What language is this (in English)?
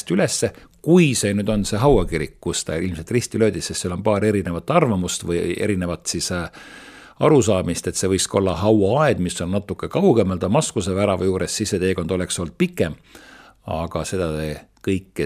Estonian